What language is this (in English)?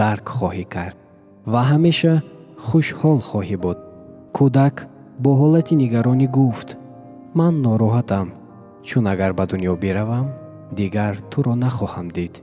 Tajik